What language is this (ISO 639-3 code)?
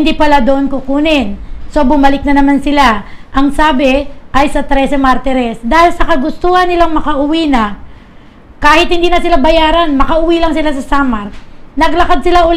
fil